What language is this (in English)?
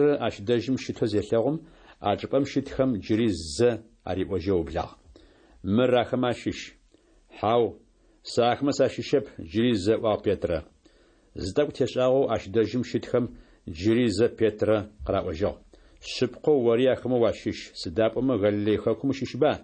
Adyghe